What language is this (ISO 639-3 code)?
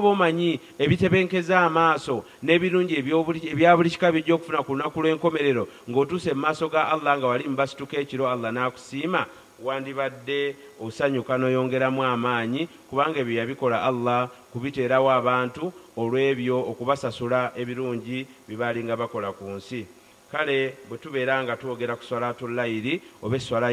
lug